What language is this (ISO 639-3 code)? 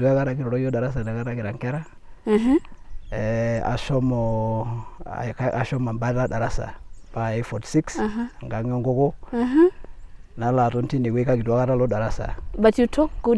mas